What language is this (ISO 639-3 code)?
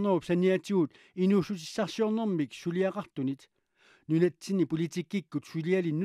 kal